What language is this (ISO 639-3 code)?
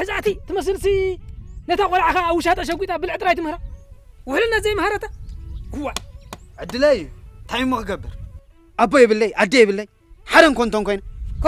tir